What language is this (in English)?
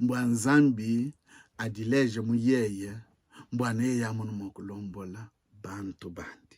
Luba-Lulua